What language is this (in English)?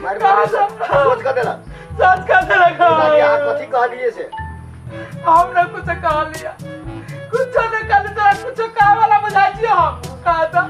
Maithili